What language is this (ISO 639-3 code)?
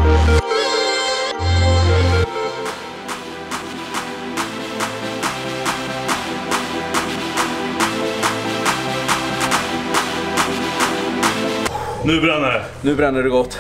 swe